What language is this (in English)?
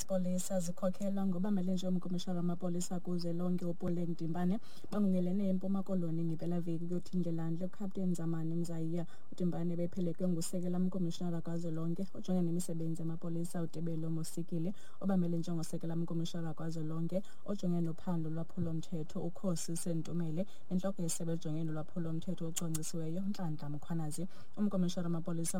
Xhosa